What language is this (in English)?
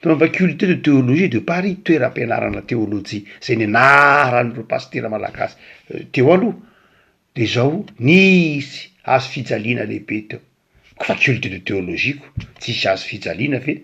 Malagasy